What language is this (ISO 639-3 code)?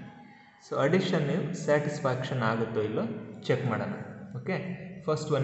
kan